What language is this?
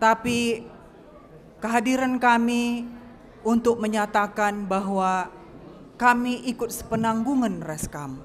Batak Karo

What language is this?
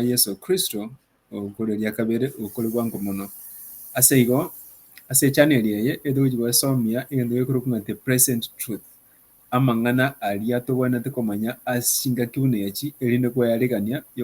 Gusii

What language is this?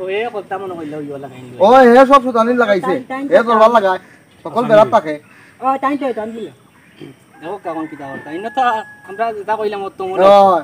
Sylheti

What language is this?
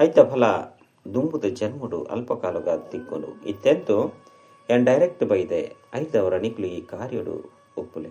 Tulu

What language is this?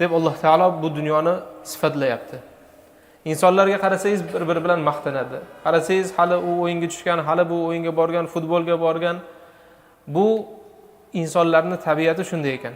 Uzbek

